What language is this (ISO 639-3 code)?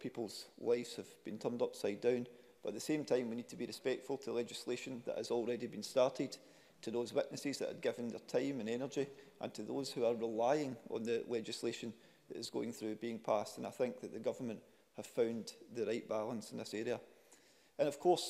eng